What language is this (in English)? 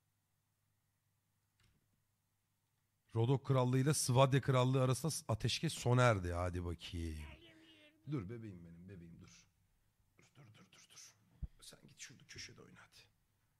Turkish